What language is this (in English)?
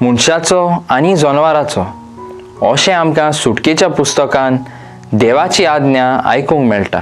Konkani